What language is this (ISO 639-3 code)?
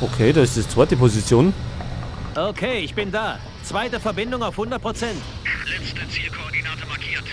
bar